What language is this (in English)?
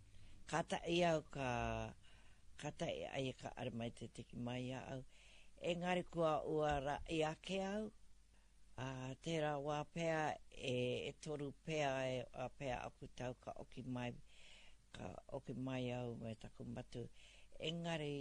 Māori